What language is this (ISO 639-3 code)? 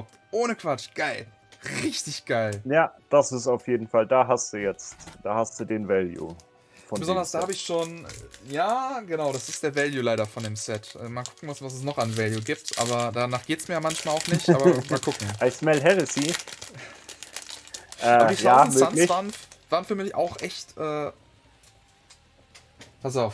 deu